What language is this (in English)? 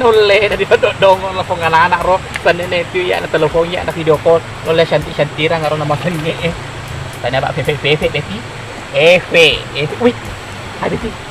Buginese